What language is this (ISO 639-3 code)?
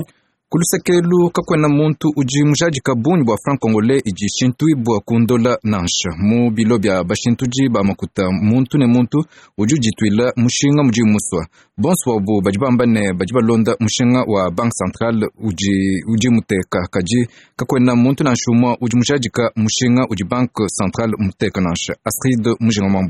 lua